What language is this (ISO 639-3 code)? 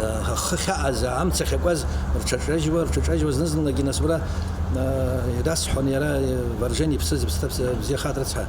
abk